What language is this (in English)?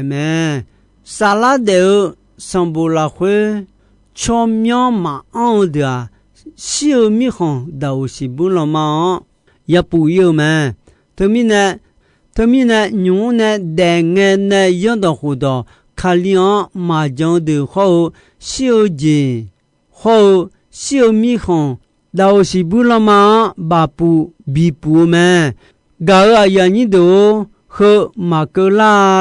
Akha